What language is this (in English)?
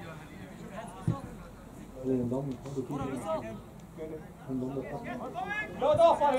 Dutch